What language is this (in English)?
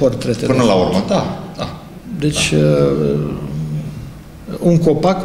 Romanian